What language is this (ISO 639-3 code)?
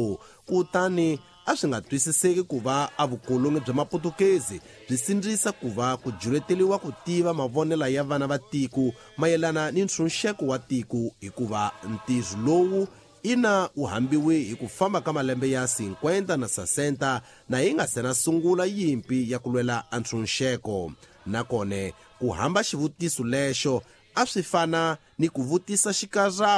tso